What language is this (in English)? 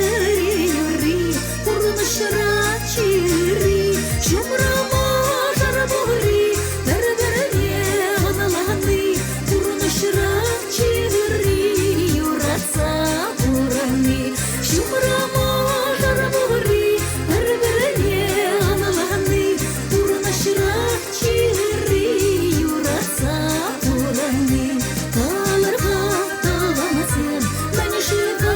Chuvash